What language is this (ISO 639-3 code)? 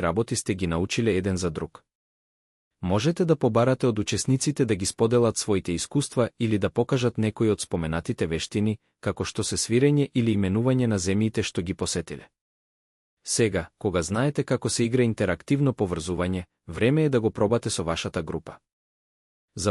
mkd